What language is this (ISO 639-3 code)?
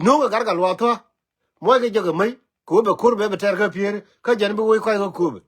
nus